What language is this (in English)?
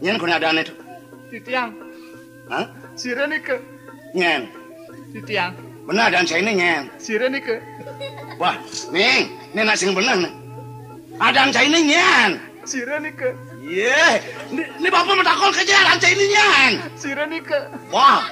Balinese